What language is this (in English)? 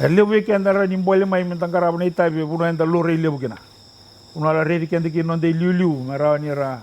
Fijian